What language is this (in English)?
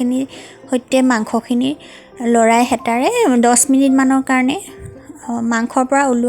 Assamese